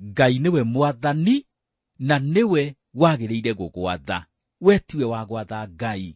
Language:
Kikuyu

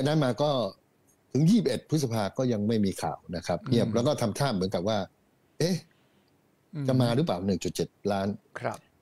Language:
Thai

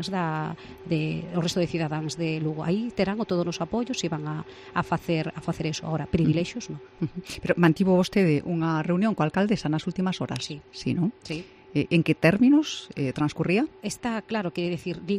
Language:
Galician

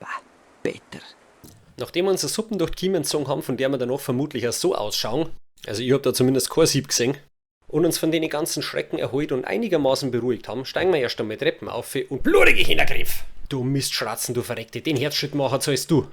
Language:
Bavarian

